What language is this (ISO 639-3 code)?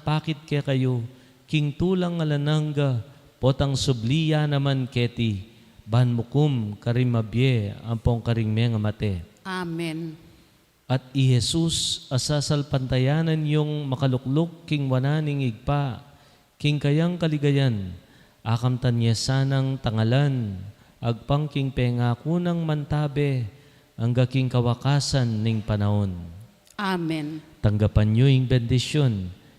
pam